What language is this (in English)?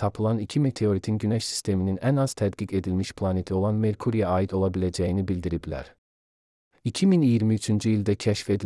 Azerbaijani